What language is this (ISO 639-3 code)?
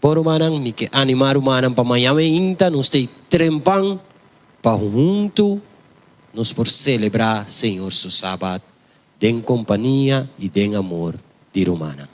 pap